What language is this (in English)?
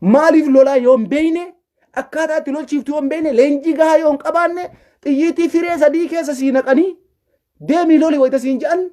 Oromo